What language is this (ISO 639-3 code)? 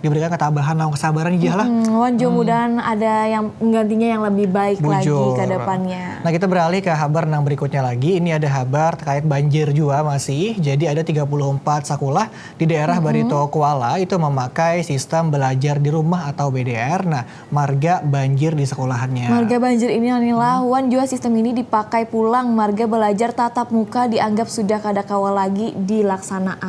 bjn